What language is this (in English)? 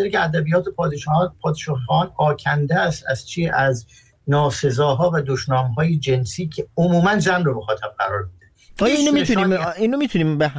Persian